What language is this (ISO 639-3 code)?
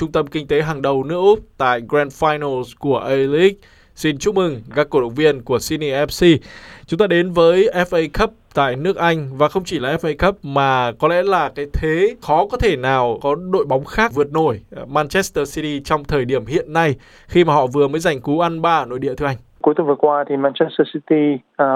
vie